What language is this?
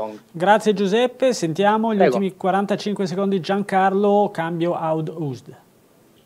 Italian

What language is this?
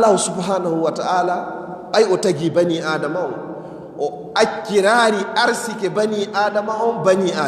Fula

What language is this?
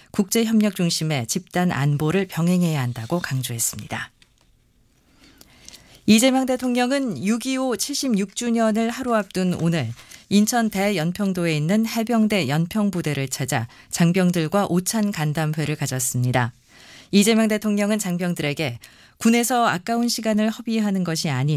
Korean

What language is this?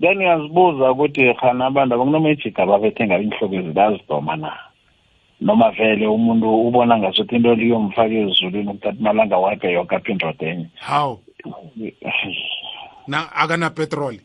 South Ndebele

